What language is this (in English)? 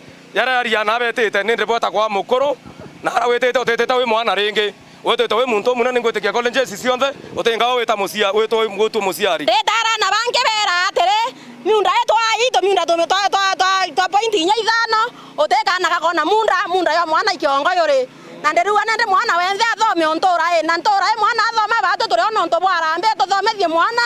Meru